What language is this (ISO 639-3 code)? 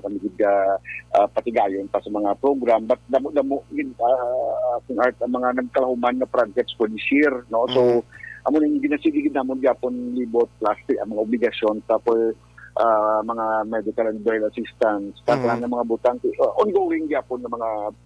hil